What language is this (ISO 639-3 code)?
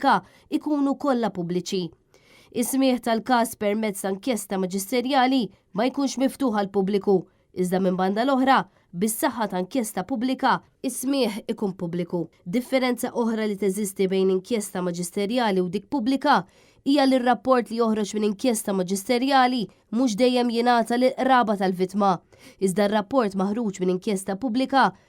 mlt